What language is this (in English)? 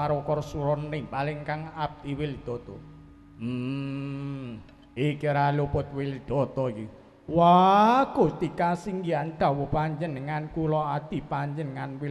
Javanese